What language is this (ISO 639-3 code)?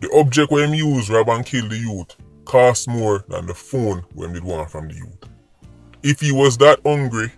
jam